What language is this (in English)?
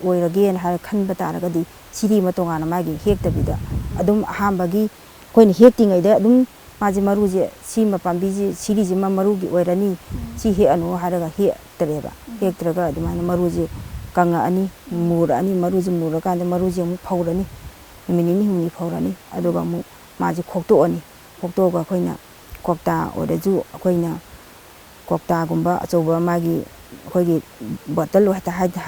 Manipuri